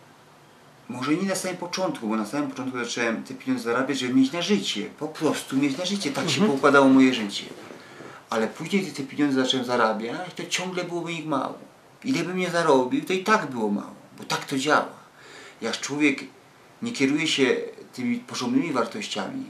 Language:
Polish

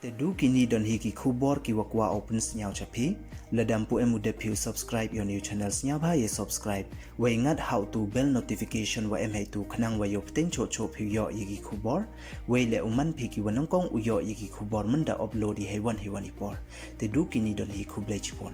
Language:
Pnar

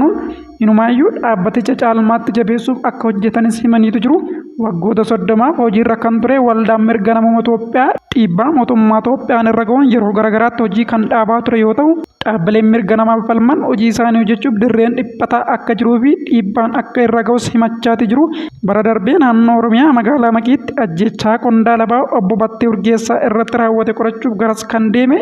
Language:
Oromo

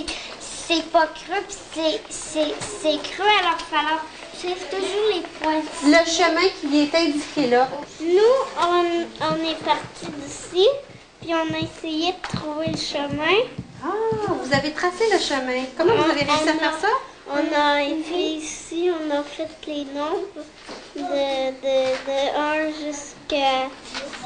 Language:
French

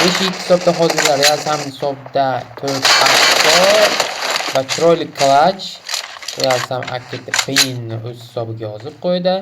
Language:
Uzbek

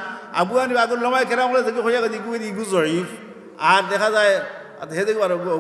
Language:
Sylheti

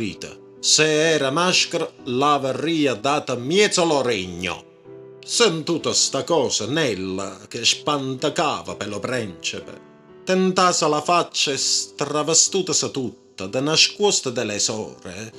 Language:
Neapolitan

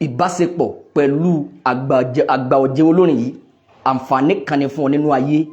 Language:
Yoruba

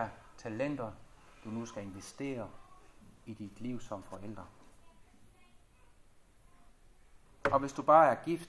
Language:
Danish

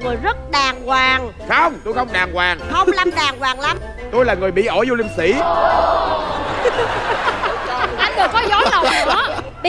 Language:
Vietnamese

